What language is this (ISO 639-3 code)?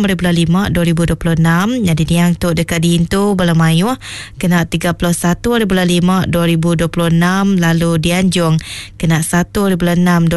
iba